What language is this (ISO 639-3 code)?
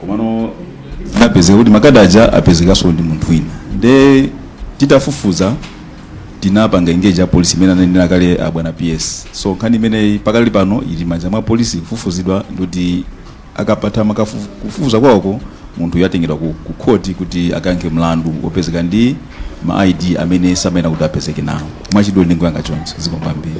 nya